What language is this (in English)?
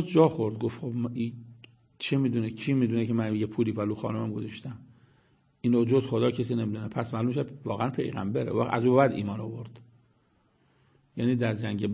Persian